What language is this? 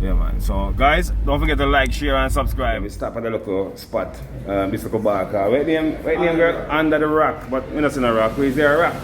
Jamaican Creole English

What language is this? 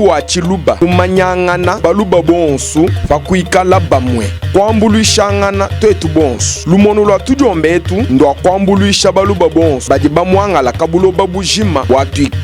Luba-Lulua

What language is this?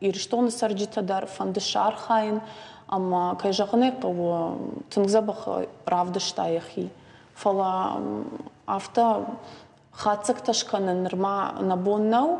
Ossetic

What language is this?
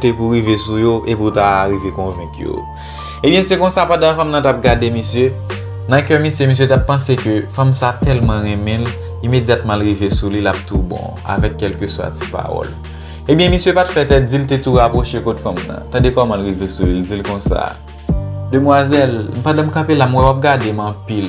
Haitian Creole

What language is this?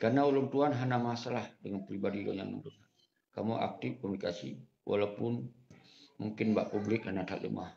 Achinese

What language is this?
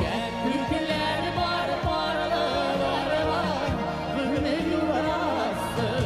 Bashkir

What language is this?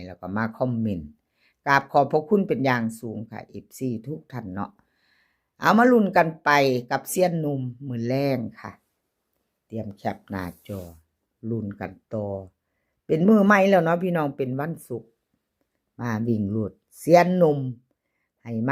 Northeastern Thai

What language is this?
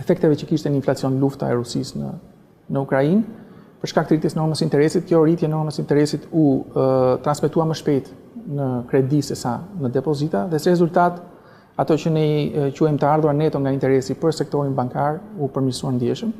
Albanian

